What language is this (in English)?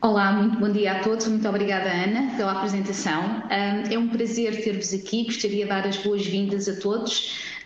Portuguese